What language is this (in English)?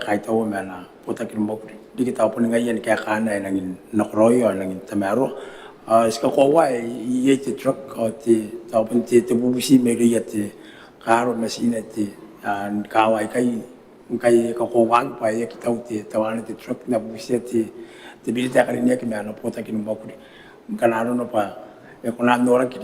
Gilbertese